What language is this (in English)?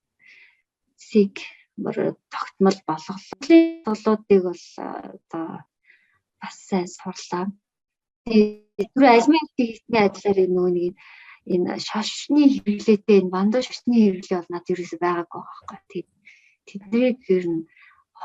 Mongolian